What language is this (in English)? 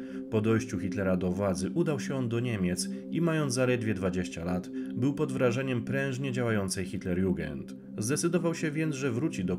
Polish